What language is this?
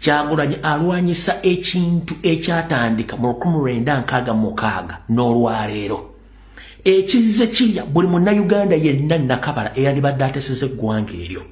Ganda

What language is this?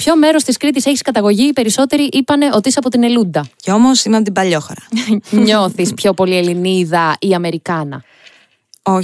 Greek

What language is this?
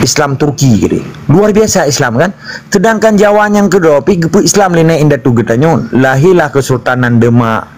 Achinese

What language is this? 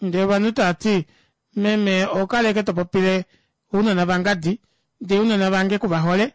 Kuanyama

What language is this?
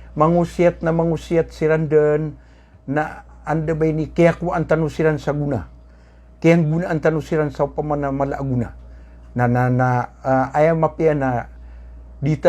Maranao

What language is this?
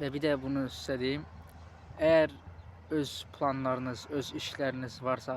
Azerbaijani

